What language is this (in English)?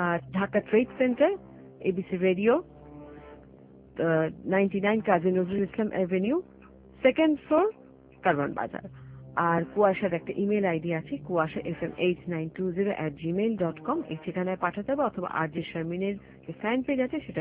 Bangla